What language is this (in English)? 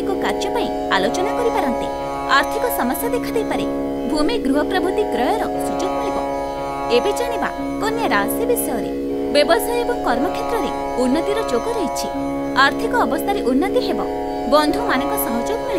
Odia